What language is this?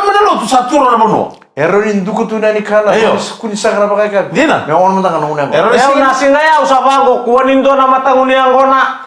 Fijian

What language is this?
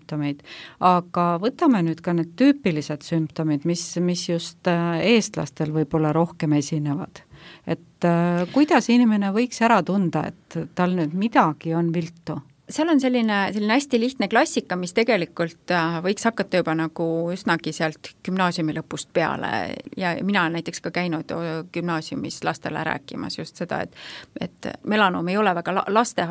Estonian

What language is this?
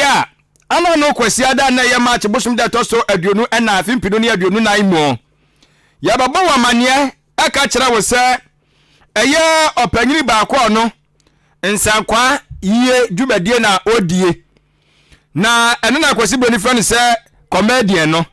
Akan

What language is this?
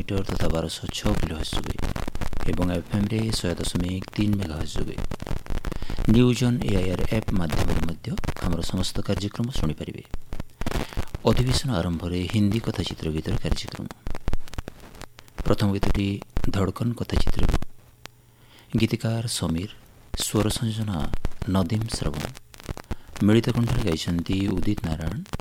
Odia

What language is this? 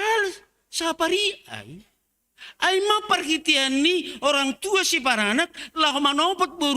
Batak Simalungun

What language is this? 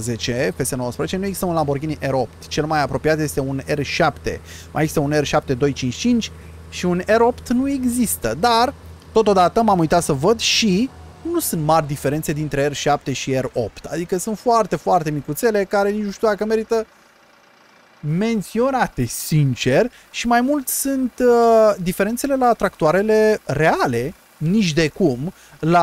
Romanian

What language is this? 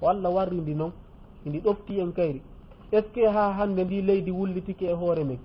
Fula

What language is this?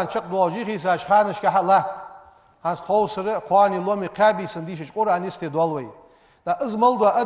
Ingush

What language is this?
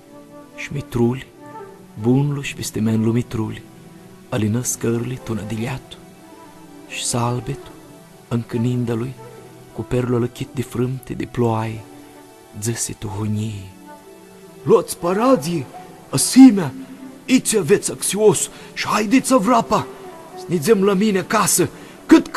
Aromanian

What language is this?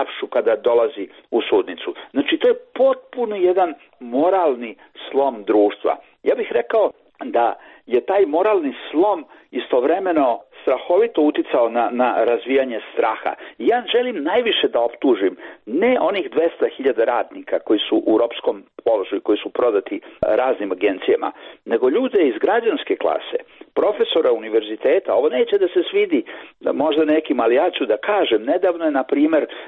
Serbian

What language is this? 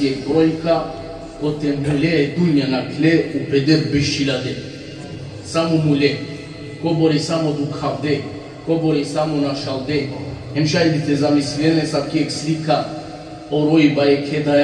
Balkan Romani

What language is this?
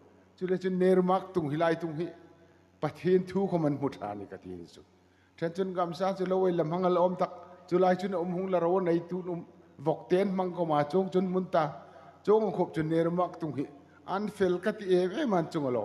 Hmar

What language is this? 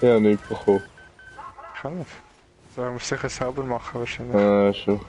Swiss German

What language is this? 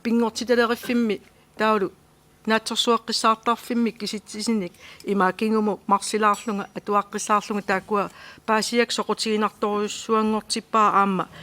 Kalaallisut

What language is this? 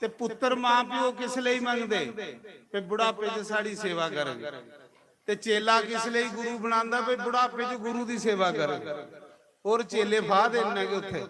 Dogri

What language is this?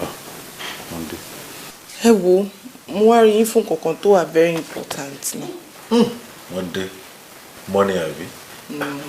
Yoruba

